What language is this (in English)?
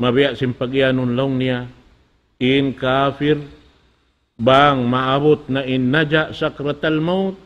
Tausug